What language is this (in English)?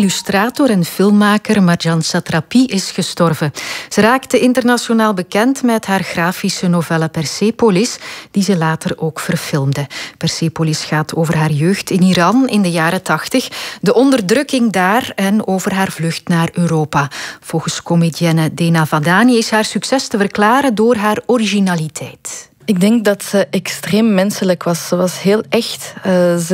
Dutch